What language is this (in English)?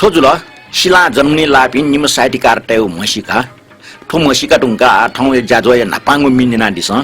Newari